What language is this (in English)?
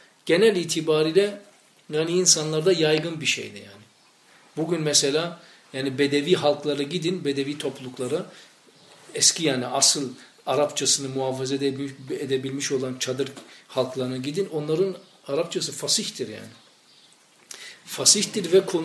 Turkish